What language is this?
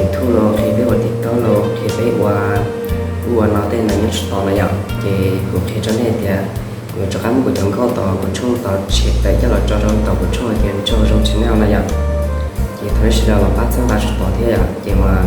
Hmong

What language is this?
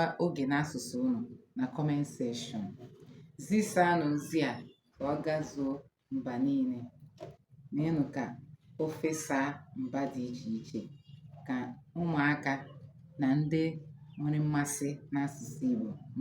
Igbo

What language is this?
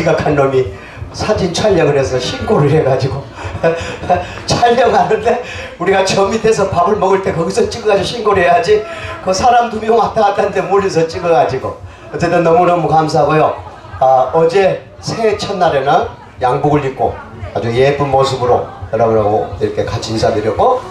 Korean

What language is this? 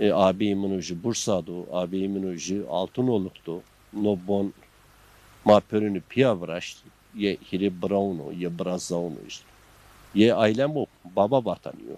Zaza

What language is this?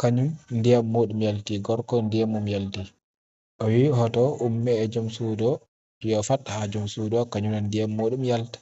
Fula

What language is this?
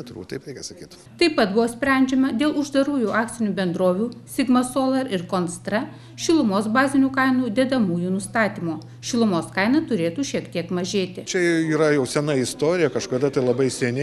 Lithuanian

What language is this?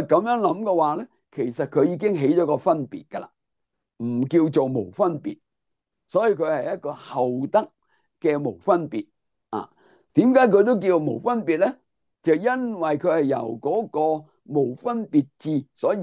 Cantonese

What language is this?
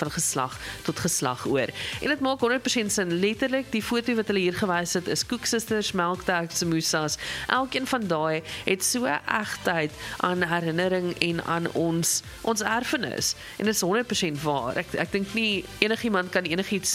Afrikaans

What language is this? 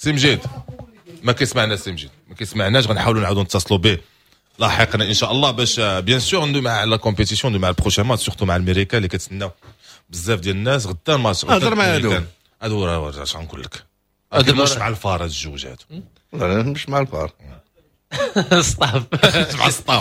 Moroccan Arabic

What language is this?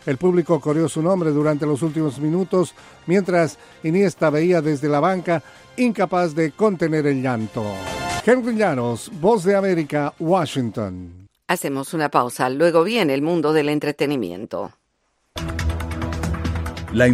Spanish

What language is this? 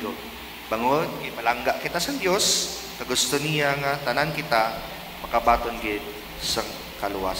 Hiligaynon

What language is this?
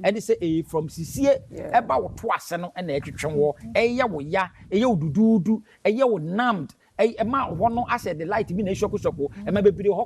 Akan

